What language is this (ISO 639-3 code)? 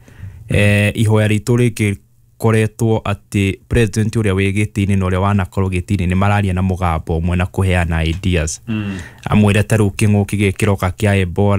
kik